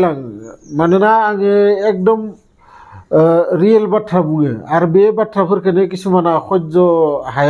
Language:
Bodo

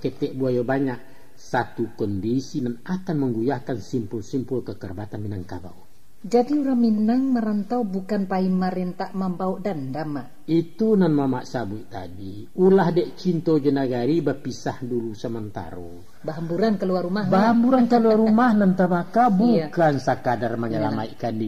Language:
Minangkabau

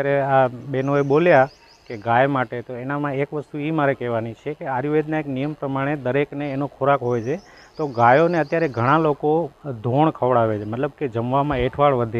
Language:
Gujarati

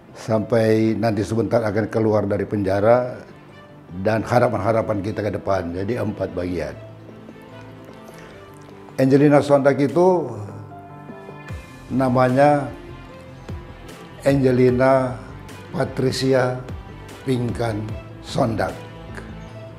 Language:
Indonesian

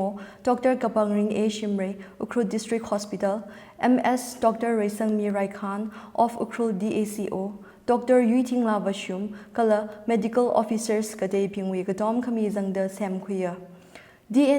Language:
Tangkhul Naga (India)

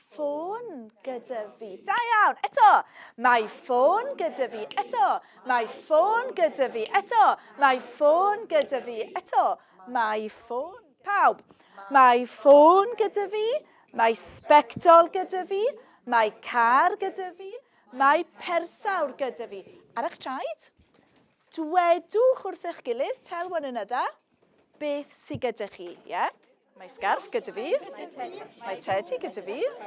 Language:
Welsh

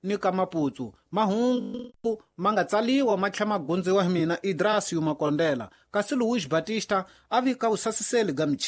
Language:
Tsonga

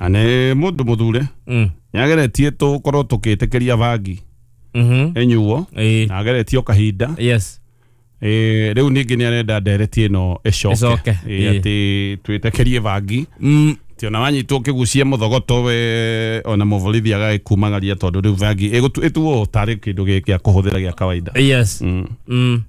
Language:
Kikuyu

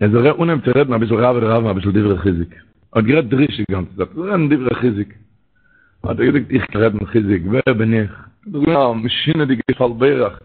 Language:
Yiddish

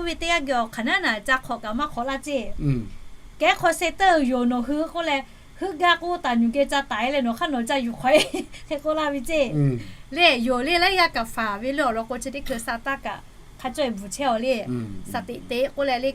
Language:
Lahu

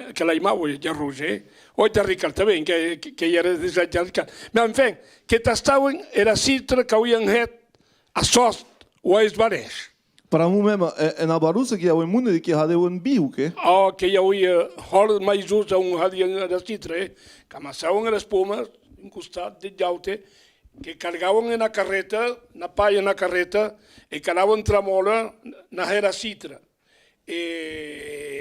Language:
Occitan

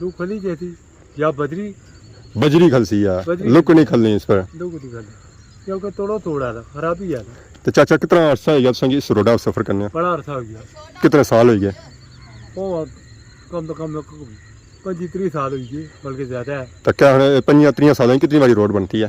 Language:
Pahari-Potwari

